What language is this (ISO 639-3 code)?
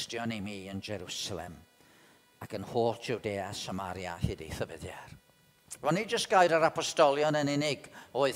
cym